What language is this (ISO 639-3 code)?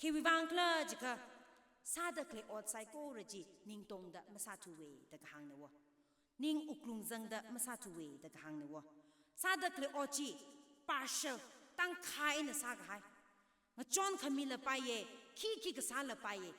nmf